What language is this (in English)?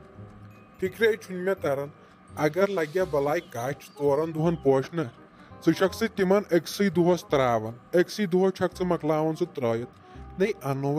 Kashmiri